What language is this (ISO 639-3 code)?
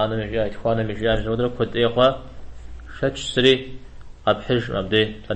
kbd